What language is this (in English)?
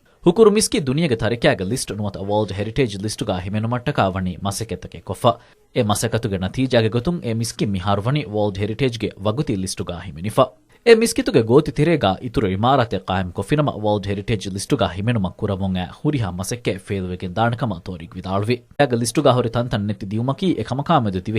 Divehi